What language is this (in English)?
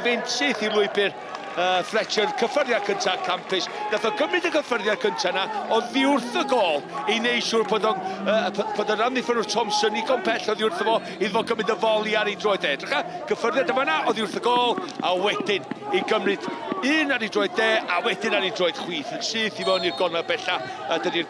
Welsh